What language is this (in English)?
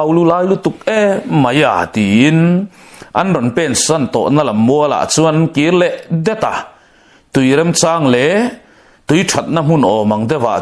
Mizo